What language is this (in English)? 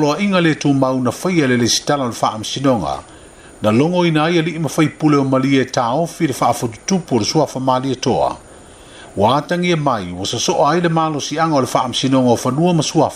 Samoan